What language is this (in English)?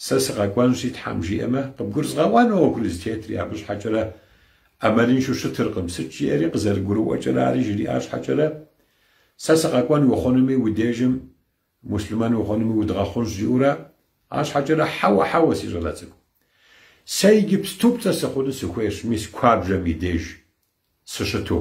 Kabardian